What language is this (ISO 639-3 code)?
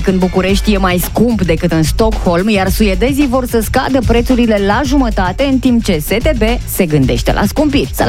ron